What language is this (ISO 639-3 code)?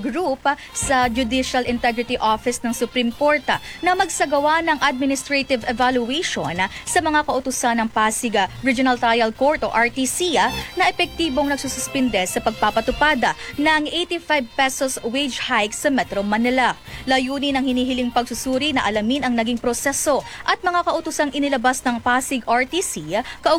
fil